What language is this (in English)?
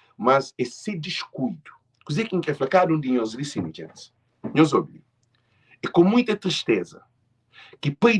Kabuverdianu